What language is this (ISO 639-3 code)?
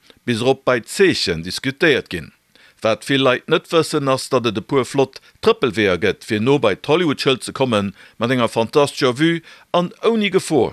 ltz